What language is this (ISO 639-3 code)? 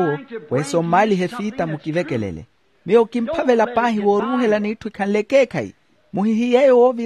vmw